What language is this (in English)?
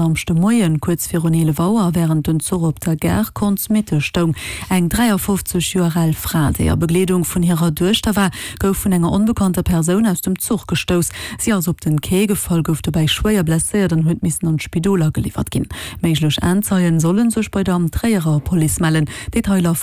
Luxembourgish